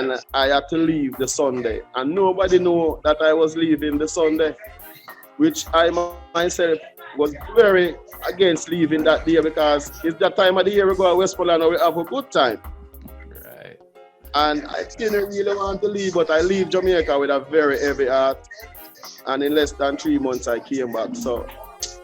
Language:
Jamaican Creole English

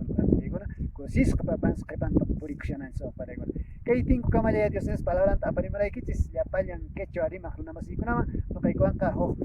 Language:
Quechua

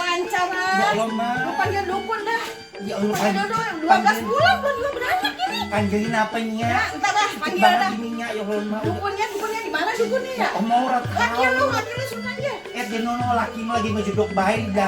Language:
Betawi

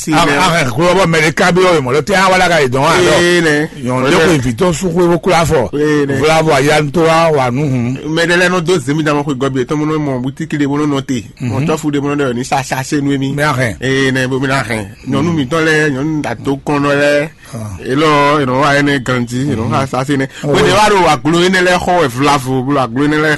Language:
Fon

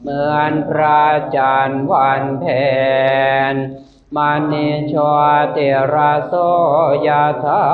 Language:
Pali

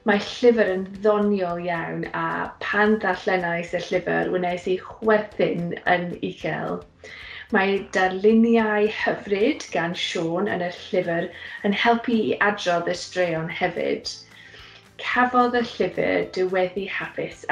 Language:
Welsh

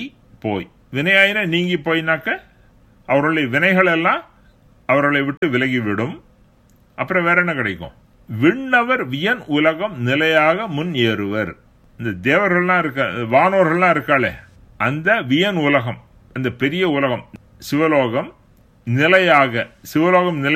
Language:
Tamil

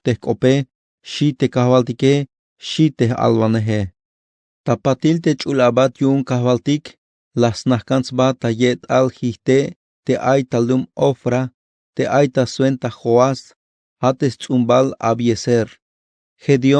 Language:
Tzeltal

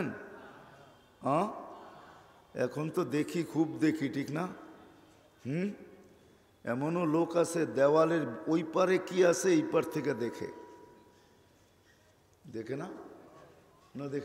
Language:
Bangla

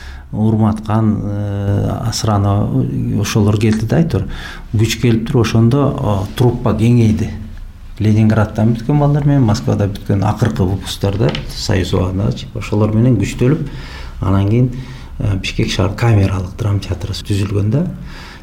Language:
Kyrgyz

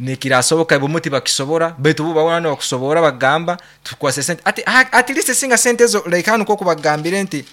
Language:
Nyoro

